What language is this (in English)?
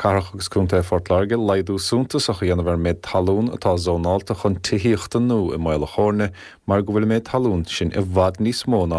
Irish